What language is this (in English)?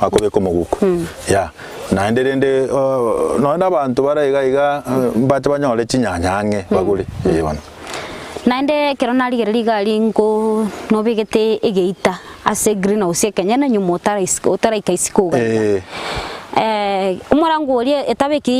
Gusii